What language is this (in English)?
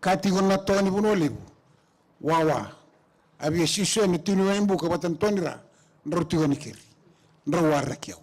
Fijian